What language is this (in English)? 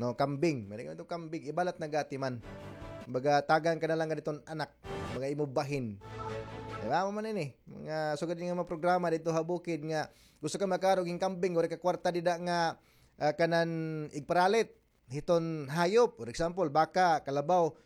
Waray